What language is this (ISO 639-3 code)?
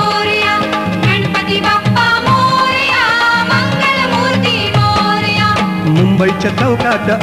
mar